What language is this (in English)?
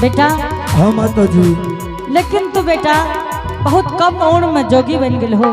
Angika